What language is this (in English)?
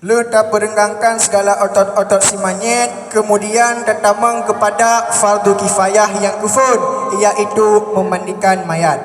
Achinese